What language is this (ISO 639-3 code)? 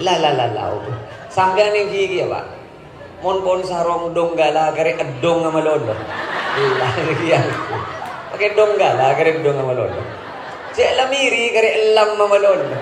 mad